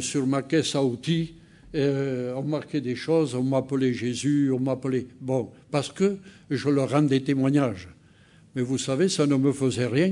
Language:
French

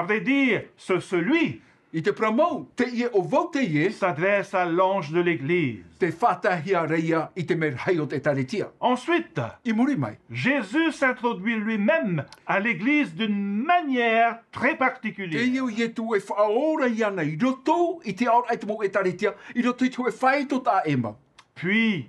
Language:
Tahitian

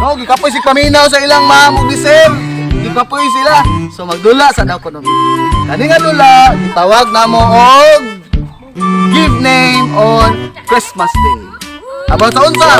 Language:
Cebuano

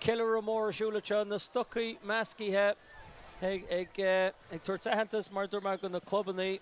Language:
Irish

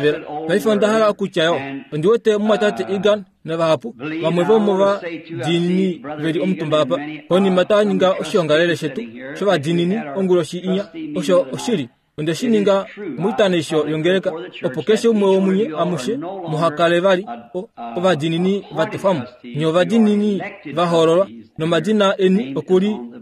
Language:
Kuanyama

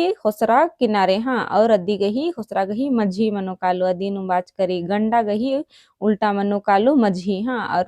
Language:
Kurukh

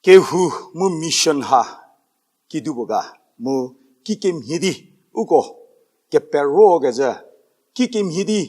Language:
Angami Naga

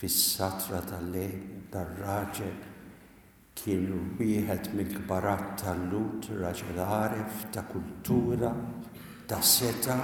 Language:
Maltese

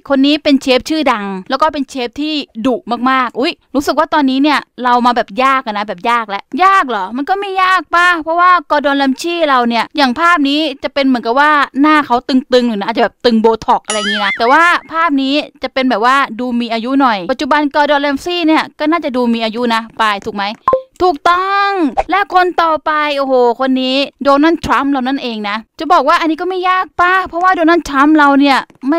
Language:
Thai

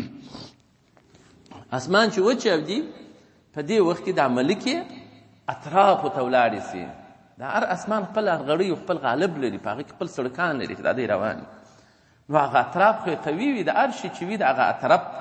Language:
Pashto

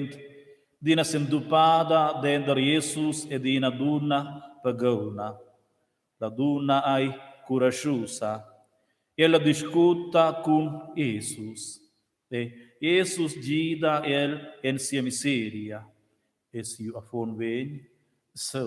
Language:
Romansh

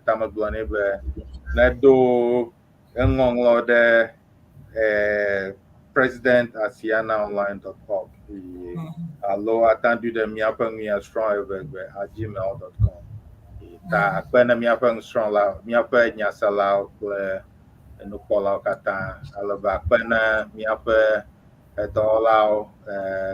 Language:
Ewe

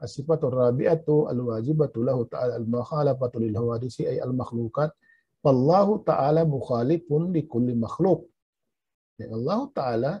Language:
Tausug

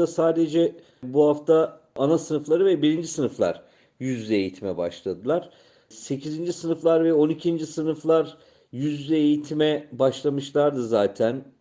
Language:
Turkish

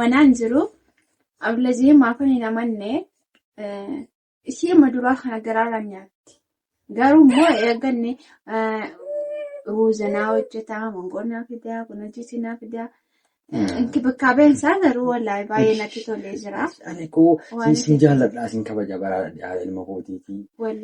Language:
Oromo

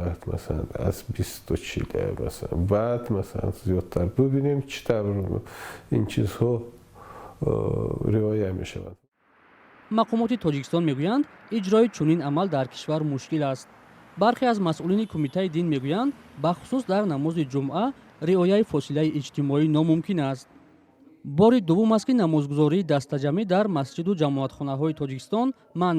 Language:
Tajik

